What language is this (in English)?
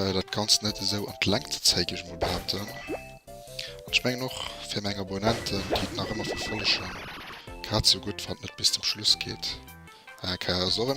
Luxembourgish